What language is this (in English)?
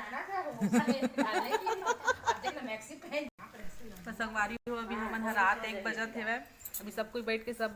Chhattisgarhi